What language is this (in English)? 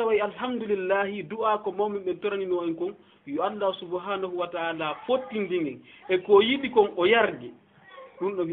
Fula